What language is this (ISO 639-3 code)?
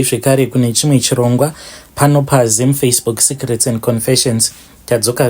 sna